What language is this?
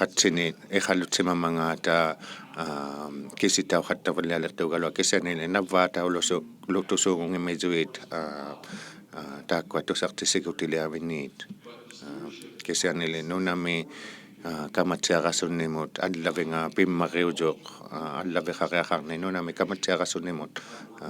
Inuktitut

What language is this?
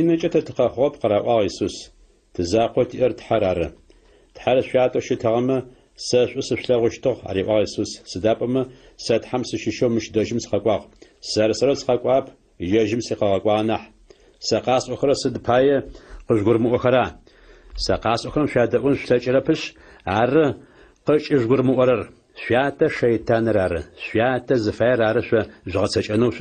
Adyghe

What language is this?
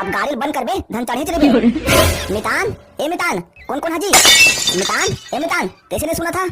Chhattisgarhi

